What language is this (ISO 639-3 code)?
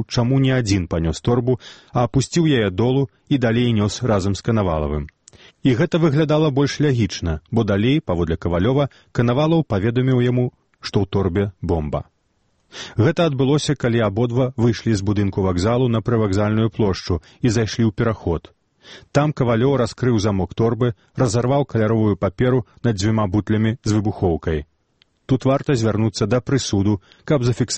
bel